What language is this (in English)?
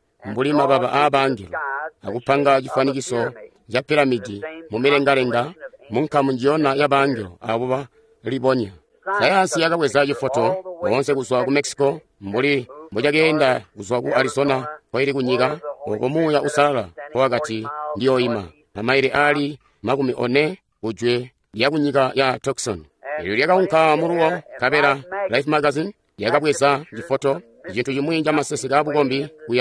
Tonga (Zambia)